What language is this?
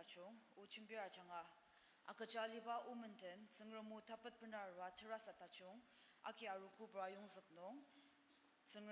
Ao Naga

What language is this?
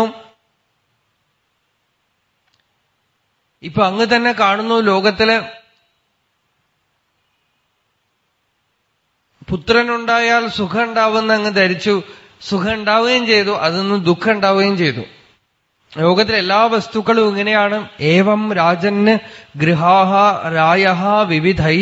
Malayalam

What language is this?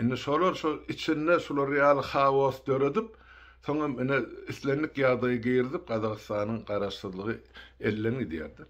Turkmen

